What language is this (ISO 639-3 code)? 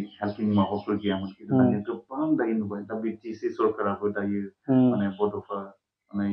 brx